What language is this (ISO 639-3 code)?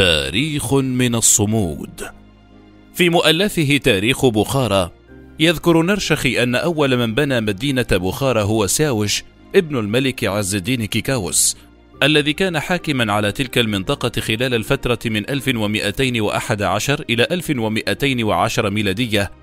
ara